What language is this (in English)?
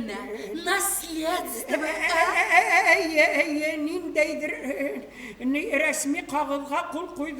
Bashkir